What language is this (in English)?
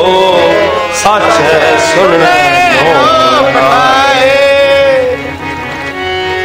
Punjabi